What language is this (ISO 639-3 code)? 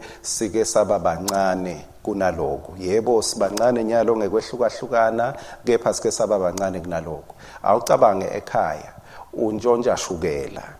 ssw